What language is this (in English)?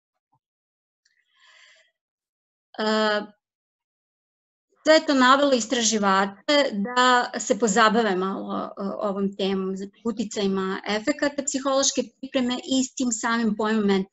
Serbian